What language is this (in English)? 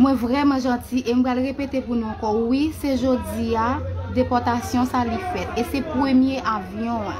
Haitian Creole